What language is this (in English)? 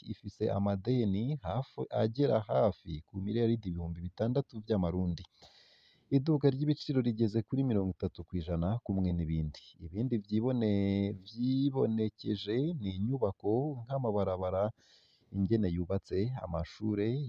Rundi